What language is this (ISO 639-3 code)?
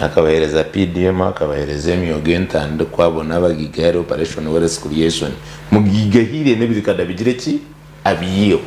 nyn